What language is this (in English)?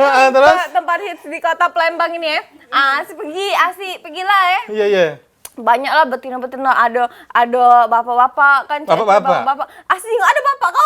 Musi